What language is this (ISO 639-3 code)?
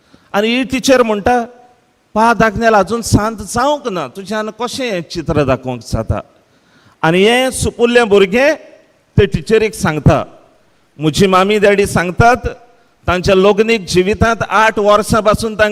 kok